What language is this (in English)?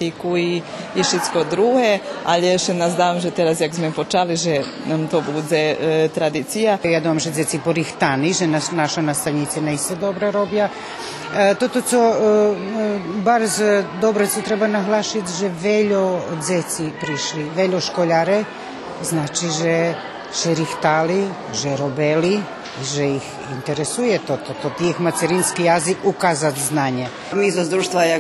Rusyn